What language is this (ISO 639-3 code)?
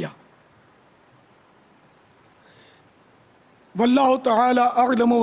urd